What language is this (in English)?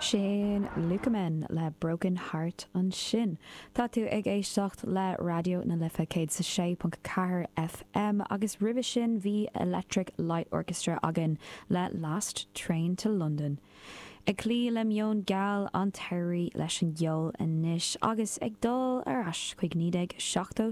Irish